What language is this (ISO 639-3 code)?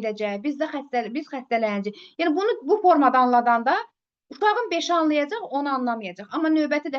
aze